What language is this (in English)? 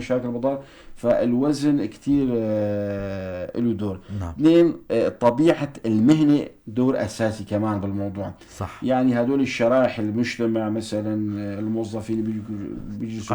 North Levantine Arabic